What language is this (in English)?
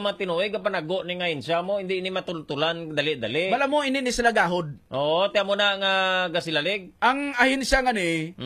Hiligaynon